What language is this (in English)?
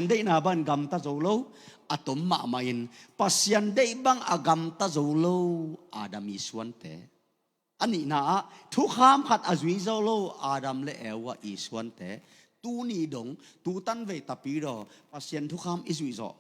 Tedim Chin